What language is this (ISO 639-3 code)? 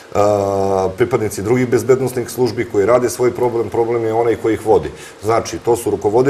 srp